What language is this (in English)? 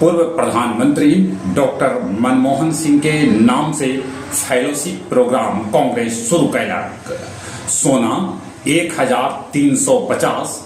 Magahi